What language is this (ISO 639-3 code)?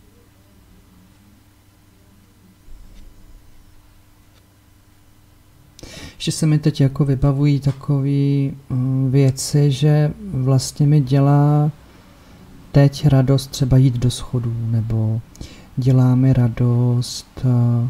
ces